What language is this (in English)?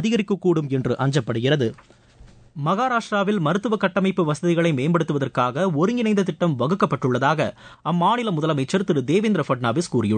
Tamil